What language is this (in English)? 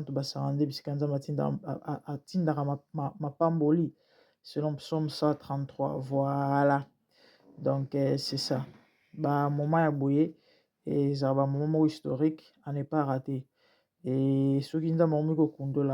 Lingala